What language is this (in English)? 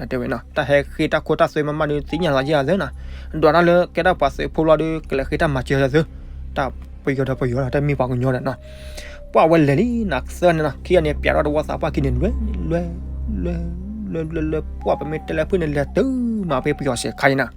S'gaw Karen